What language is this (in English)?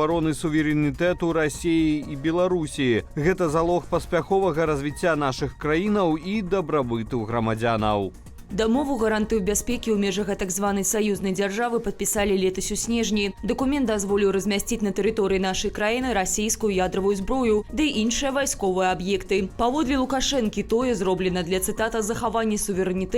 Belarusian